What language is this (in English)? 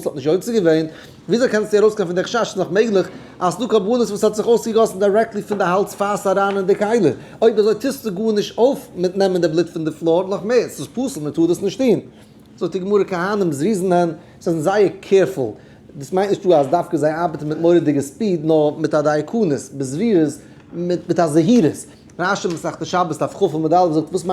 Yiddish